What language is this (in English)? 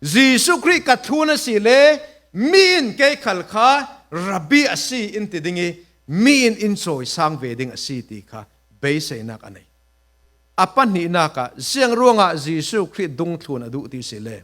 Falam Chin